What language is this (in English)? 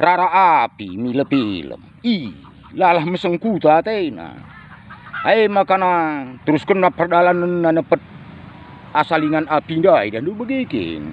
Batak Karo